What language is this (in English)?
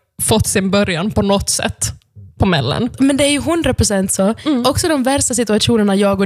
Swedish